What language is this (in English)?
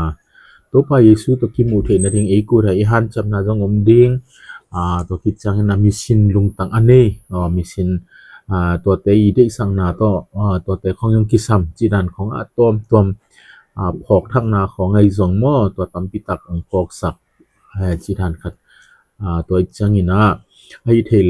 Tedim Chin